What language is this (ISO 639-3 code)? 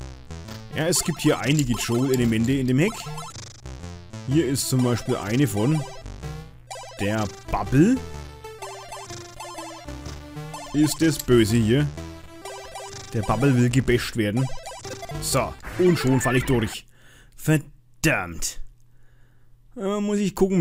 deu